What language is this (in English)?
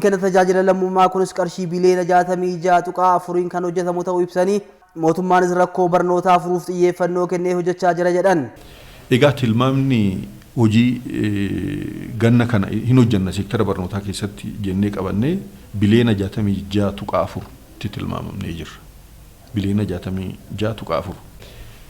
Oromo